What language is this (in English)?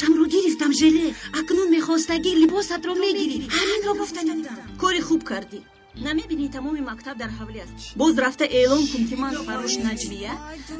Tajik